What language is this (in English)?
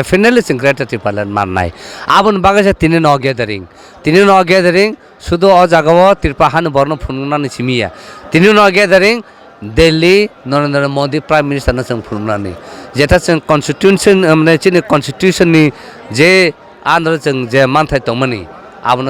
Kok Borok